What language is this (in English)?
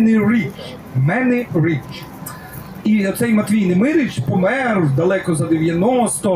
Ukrainian